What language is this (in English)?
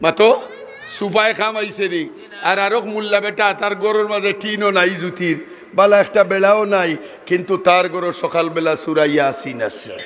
Sylheti